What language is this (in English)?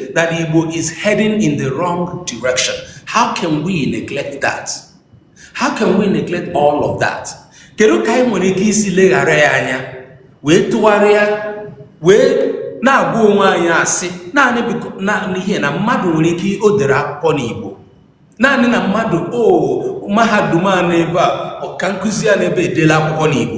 Igbo